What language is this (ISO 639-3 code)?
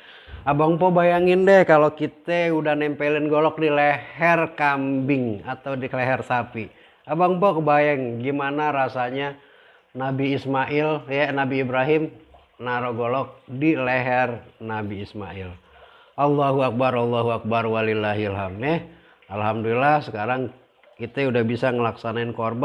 bew